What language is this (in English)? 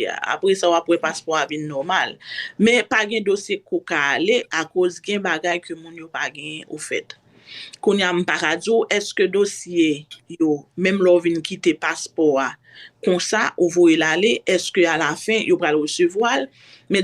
Haitian Creole